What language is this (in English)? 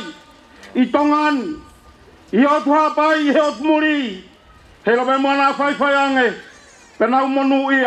Tongan